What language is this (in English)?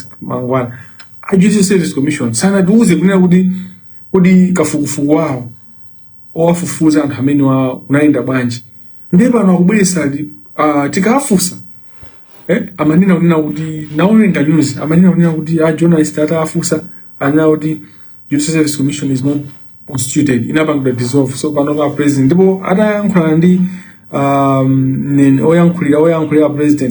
Nyanja